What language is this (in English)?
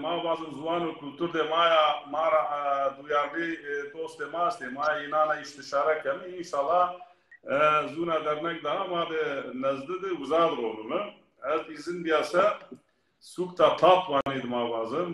Zaza